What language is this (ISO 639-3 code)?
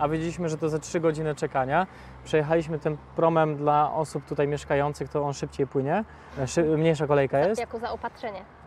pol